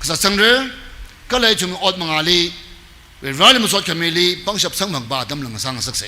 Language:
Tangkhul Naga (India)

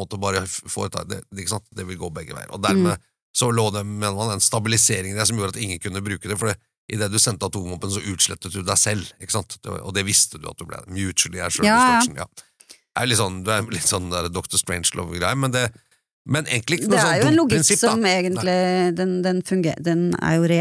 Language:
Norwegian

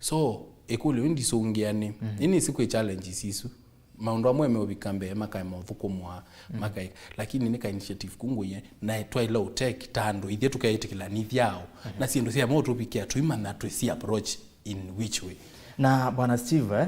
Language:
Kamba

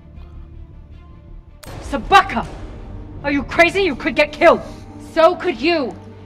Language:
German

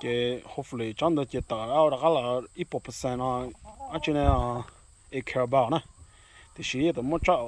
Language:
Hmong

